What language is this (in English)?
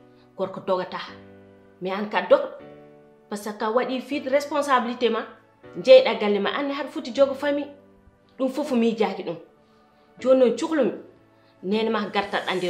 Fula